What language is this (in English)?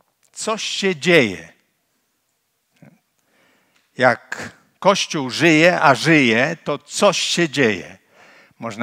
Polish